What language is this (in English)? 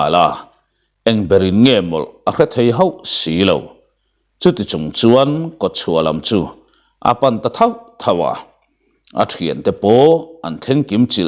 Mizo